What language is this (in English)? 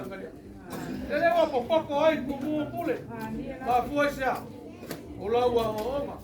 Samoan